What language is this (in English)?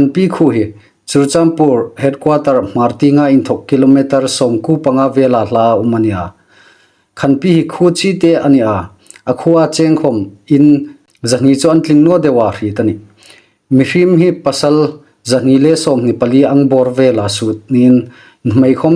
Hmar